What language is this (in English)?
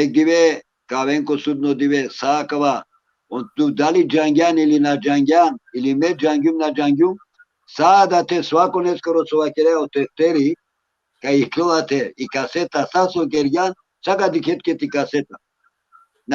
Balkan Romani